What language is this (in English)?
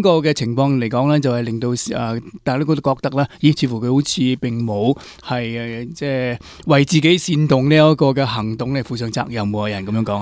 Cantonese